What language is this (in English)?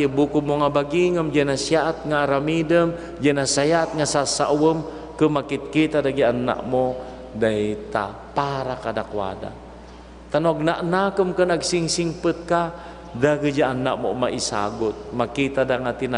Iloko